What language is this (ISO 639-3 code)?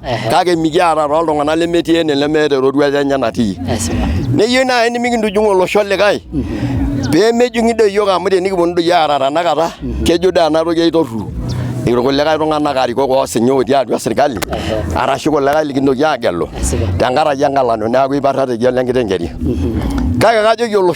mas